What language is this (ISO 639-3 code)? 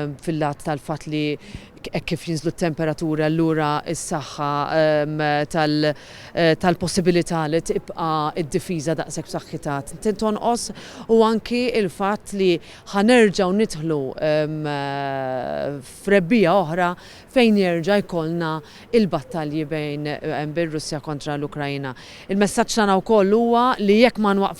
mlt